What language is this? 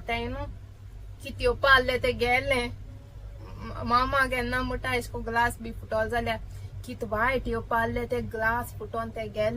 Konkani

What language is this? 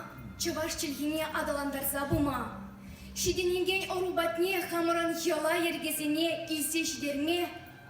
Chuvash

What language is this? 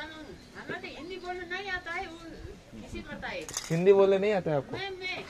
Hindi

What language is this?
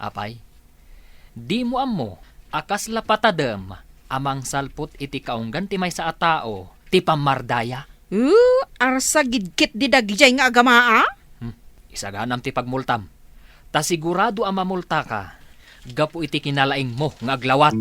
Iloko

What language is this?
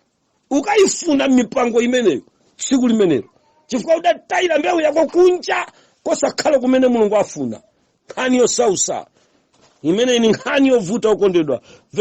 Nyanja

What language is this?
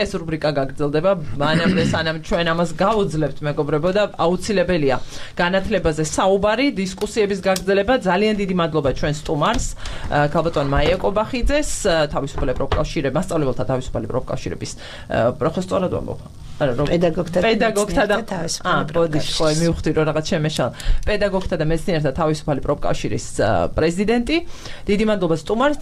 Georgian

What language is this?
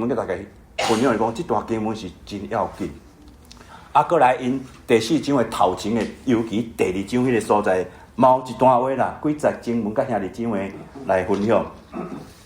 Min Nan Chinese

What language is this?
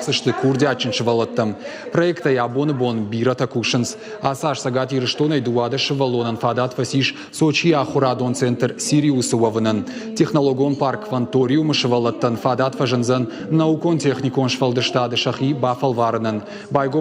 Ossetic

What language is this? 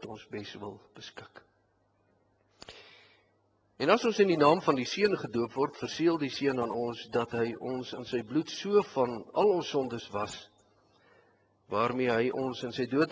Afrikaans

